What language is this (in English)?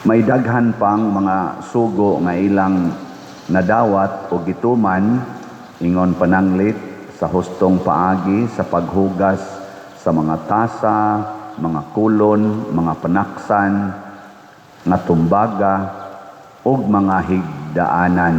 Cebuano